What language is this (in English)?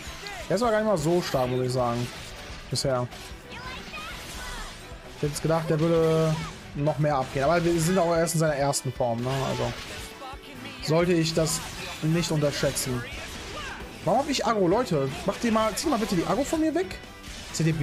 German